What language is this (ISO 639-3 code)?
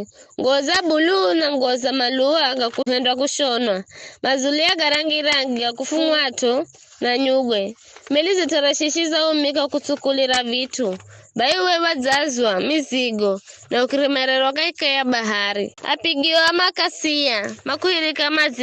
nyf